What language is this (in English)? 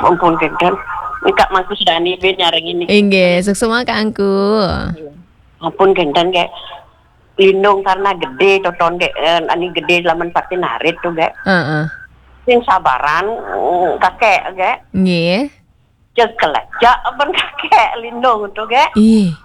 Balinese